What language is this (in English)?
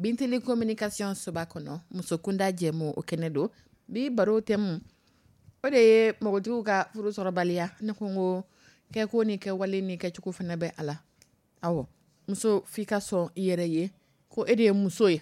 Dyula